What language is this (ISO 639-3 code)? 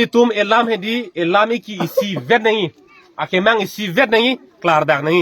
mjw